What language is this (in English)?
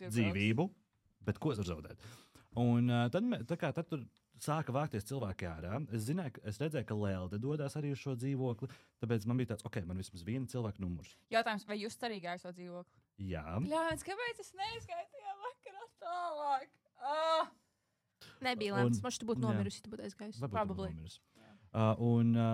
Latvian